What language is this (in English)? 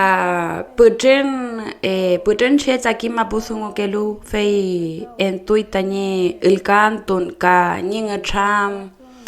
Mapuche